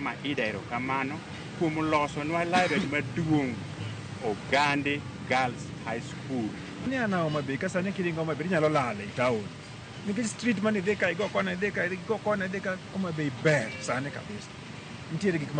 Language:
Luo (Kenya and Tanzania)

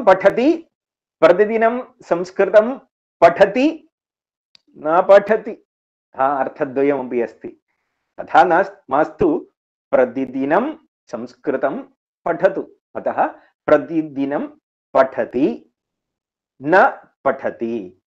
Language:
Sanskrit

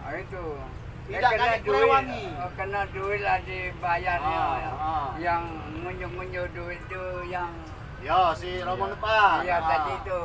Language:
Musi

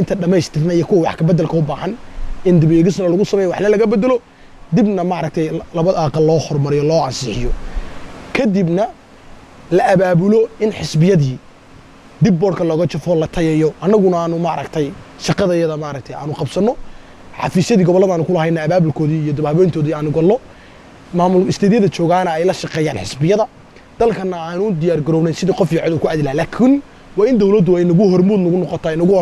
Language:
Somali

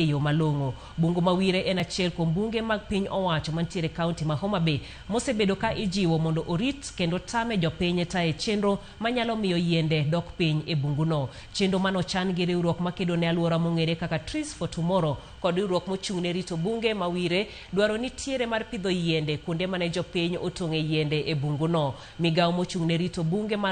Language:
Luo (Kenya and Tanzania)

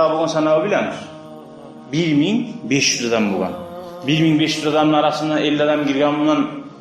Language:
Kumyk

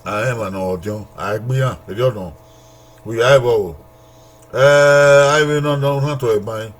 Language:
Bini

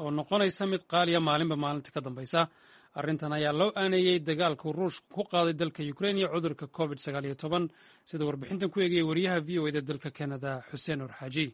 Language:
Somali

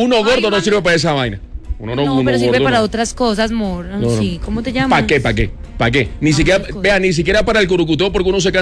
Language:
Spanish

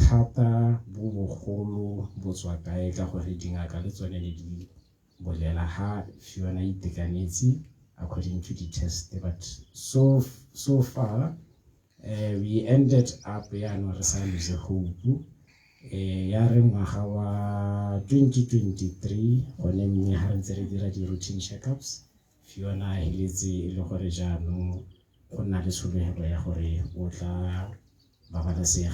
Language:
Tswana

